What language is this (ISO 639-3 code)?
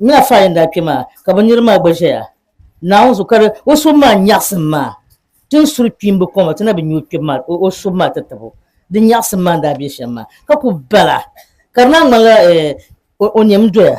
dag